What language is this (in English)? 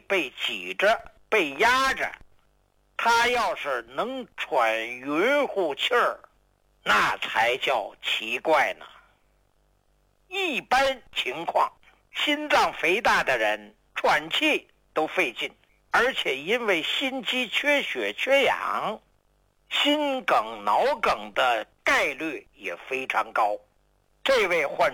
Chinese